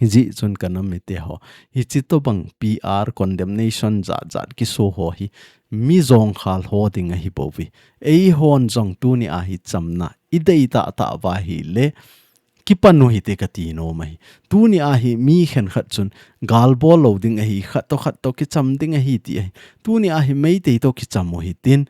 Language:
Thado Chin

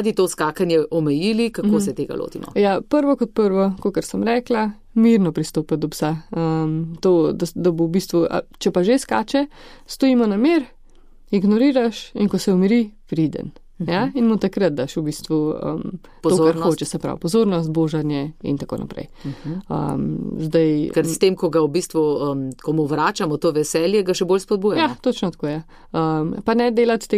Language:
Slovenian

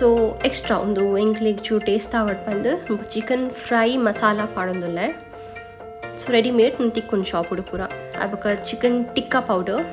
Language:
Tulu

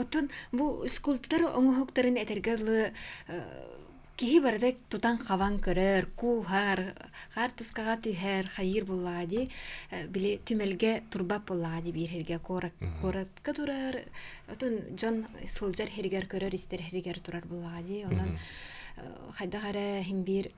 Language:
Yakut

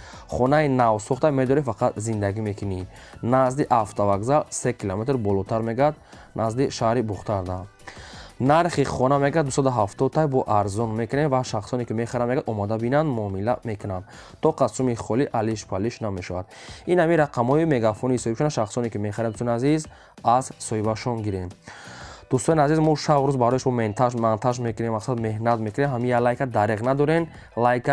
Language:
Tajik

